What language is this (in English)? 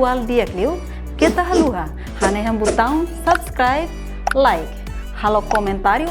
Tetum